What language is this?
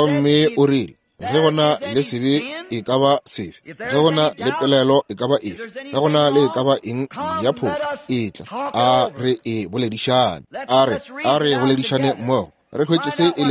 Northern Sotho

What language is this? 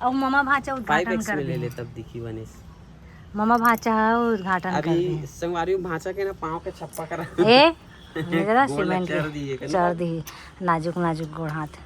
Chhattisgarhi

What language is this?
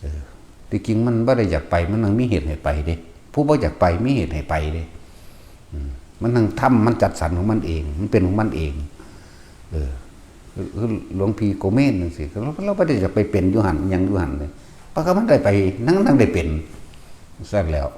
Northeastern Thai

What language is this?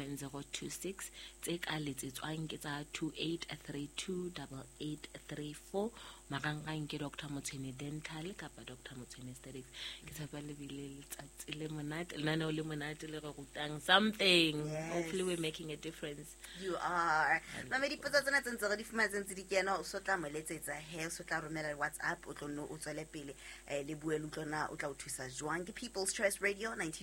Southern Sotho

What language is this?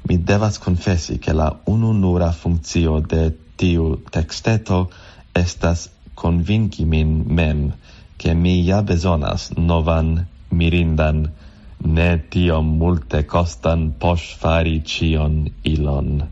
Esperanto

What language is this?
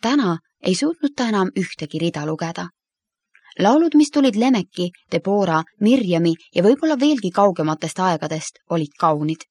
Estonian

